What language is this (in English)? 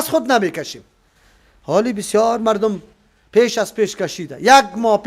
Persian